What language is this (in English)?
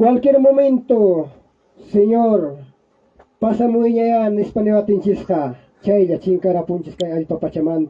Ayacucho Quechua